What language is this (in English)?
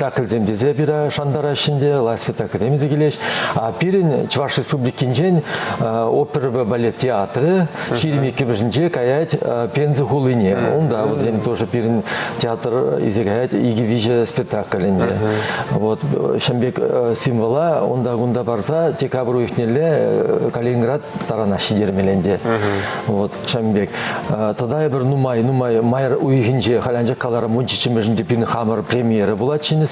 Chuvash